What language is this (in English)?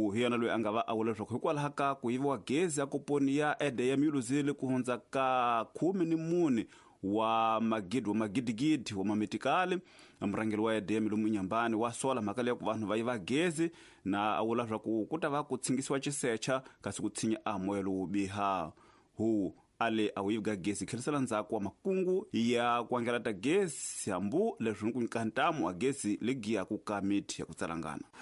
Tsonga